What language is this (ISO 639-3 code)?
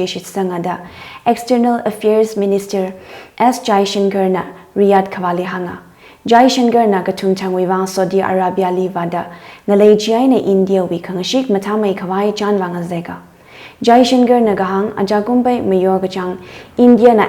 nmf